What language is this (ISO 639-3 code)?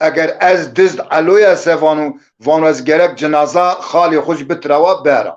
zza